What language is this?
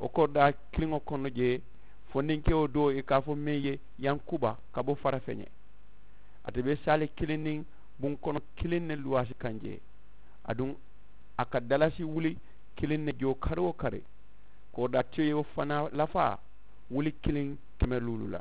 Mandingo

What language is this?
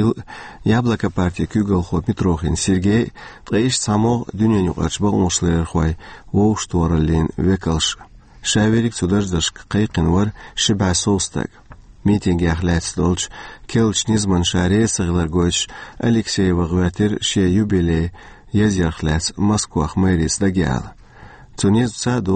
Chechen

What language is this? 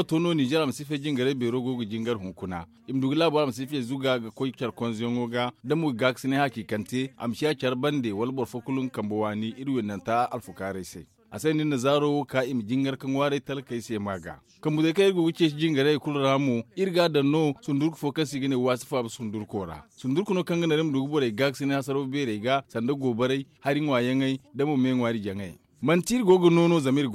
Zarma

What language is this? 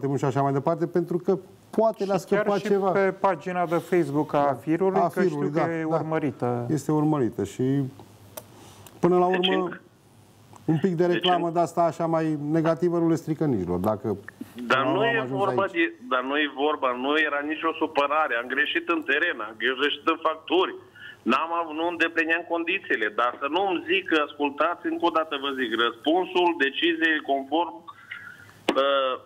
Romanian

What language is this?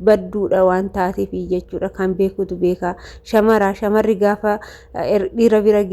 Oromo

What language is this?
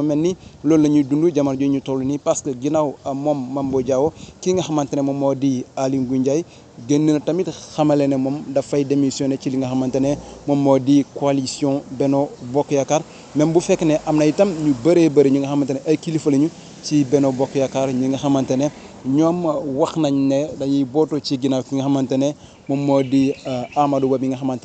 Wolof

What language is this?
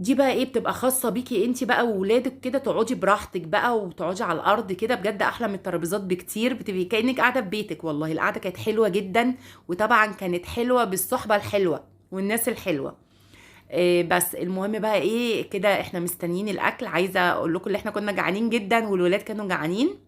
Egyptian Arabic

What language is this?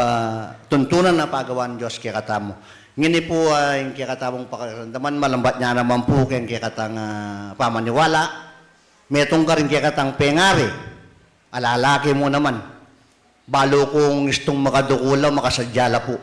Pampanga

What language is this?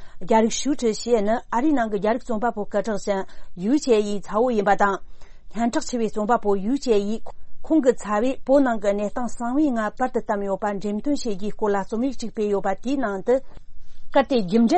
Tibetan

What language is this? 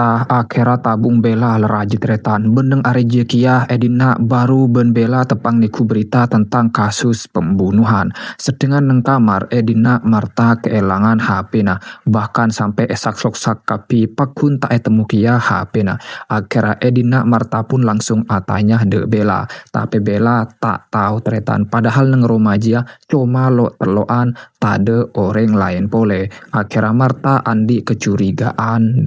Madurese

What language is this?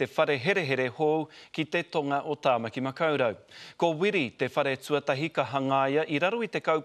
Māori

